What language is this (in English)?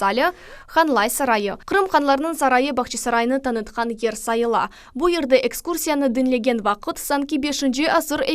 Crimean Tatar